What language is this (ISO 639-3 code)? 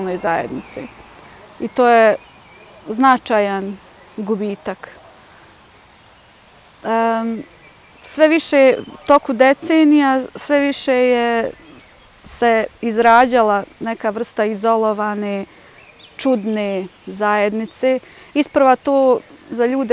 bos